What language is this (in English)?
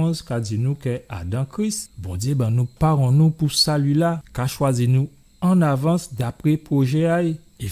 Guadeloupean Creole French